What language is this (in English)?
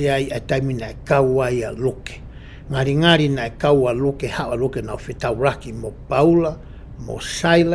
Tongan